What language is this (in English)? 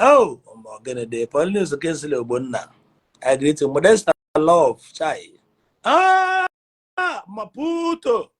Igbo